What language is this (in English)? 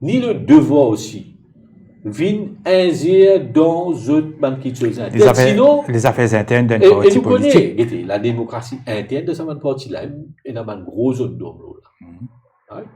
Morisyen